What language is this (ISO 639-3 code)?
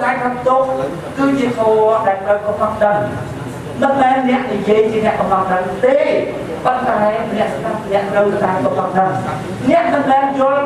khm